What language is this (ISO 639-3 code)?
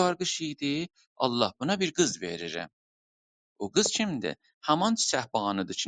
azb